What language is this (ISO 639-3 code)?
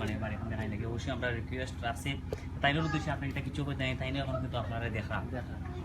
syl